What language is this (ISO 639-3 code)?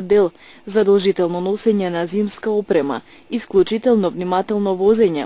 mkd